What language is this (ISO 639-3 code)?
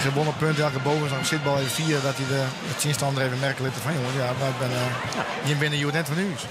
fry